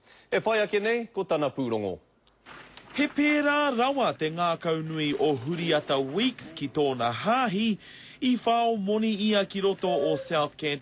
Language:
Māori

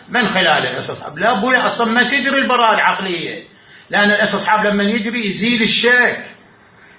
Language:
Mesopotamian Arabic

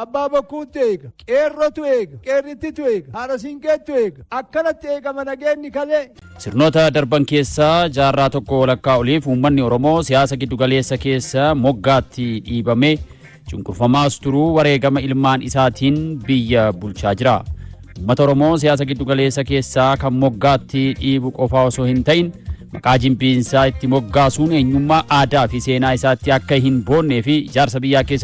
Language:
Oromo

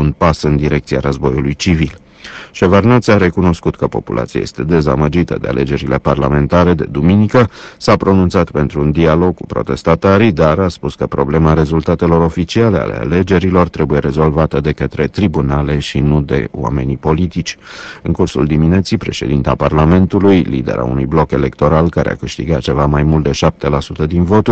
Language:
Romanian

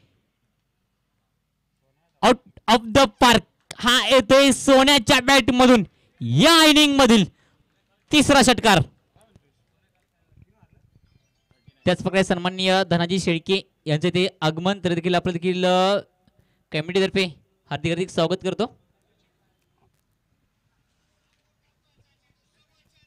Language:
Marathi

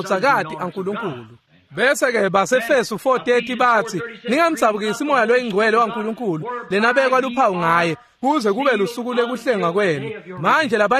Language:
Swati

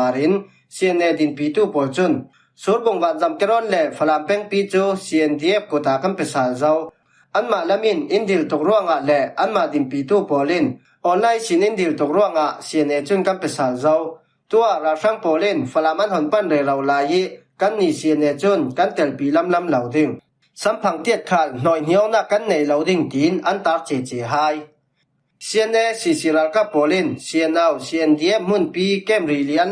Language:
Falam Chin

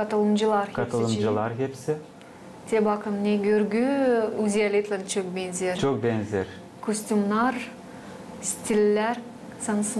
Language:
Gagauz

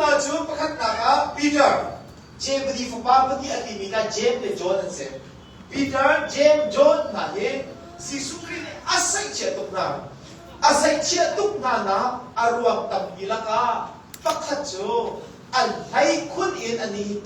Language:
Hakha Chin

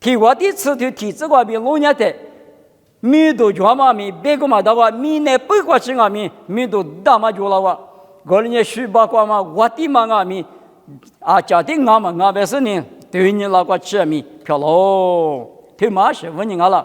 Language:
Lisu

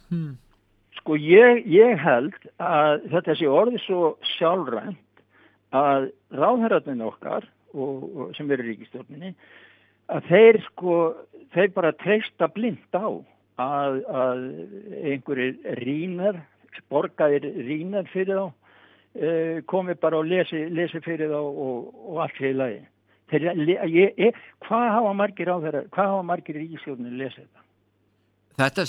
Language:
Icelandic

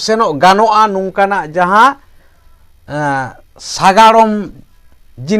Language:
Santali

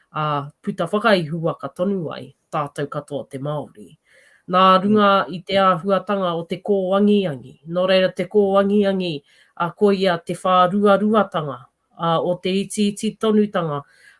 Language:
Māori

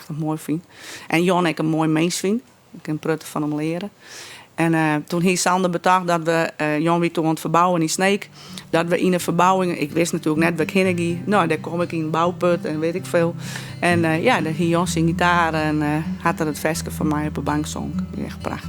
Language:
Western Frisian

